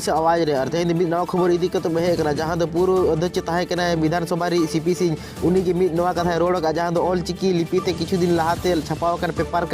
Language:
Santali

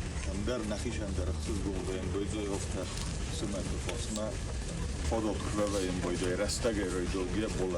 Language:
Ossetic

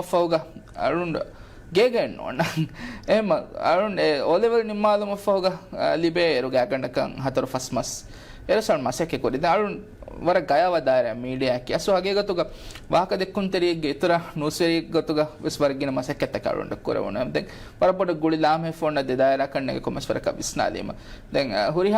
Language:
Divehi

